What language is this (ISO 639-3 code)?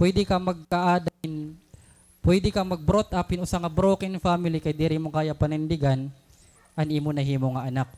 war